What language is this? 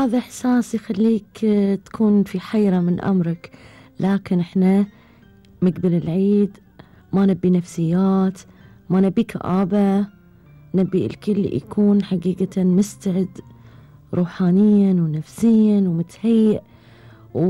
Gulf Arabic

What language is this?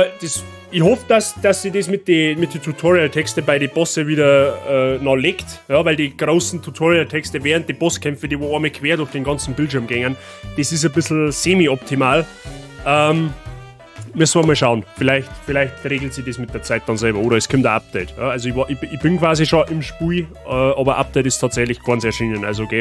Bavarian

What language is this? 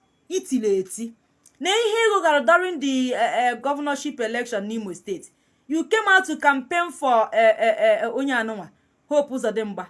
Igbo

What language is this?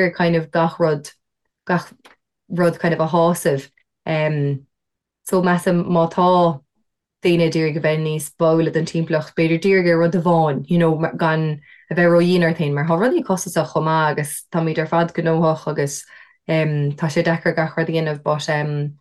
Irish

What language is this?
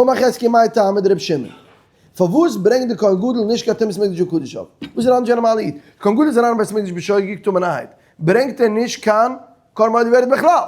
Yiddish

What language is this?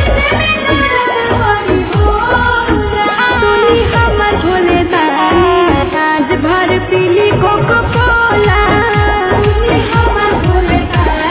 Bhojpuri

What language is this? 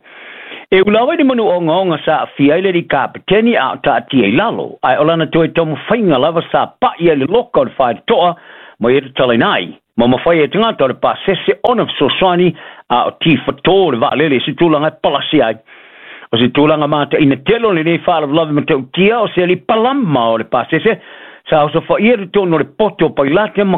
Samoan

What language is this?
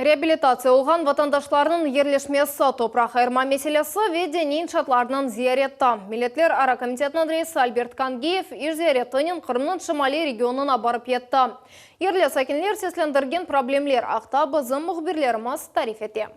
Crimean Tatar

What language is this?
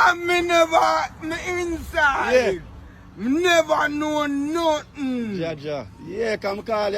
Jamaican Creole English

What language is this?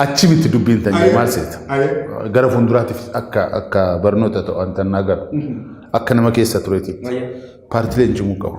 Oromo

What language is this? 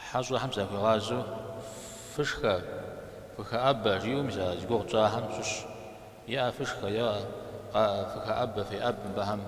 Kabardian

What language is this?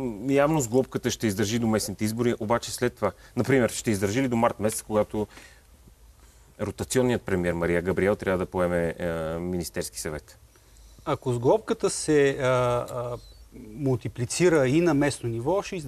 Bulgarian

